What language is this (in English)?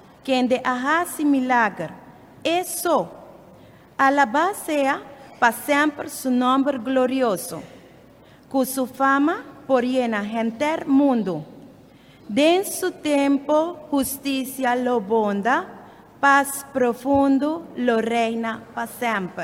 Papiamento